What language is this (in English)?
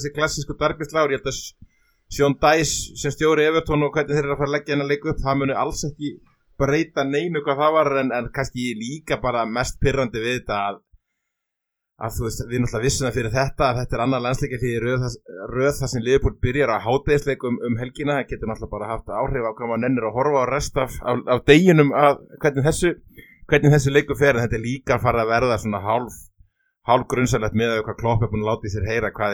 Icelandic